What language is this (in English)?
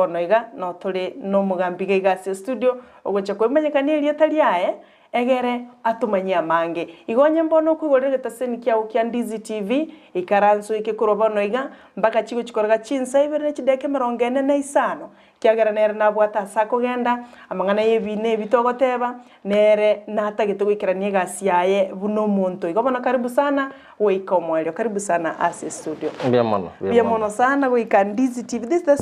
Gusii